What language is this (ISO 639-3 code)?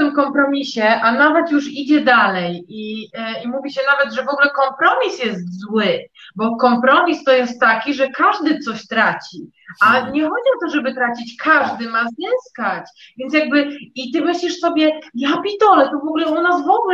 pol